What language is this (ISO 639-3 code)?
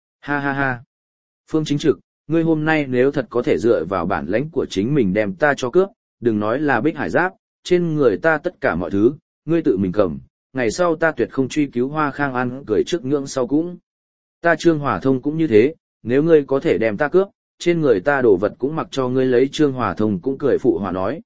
vie